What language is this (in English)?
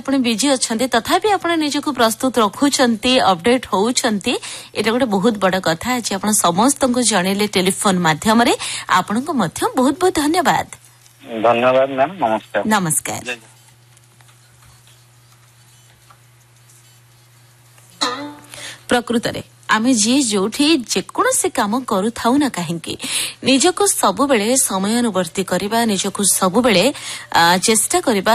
Odia